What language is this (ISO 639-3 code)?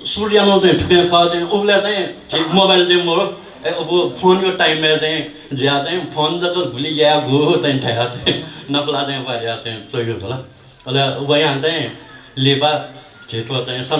new